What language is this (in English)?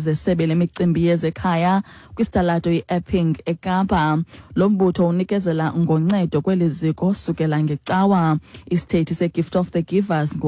Xhosa